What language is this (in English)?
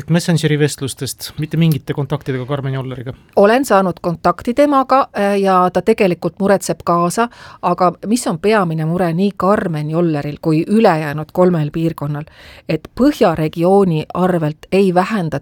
Estonian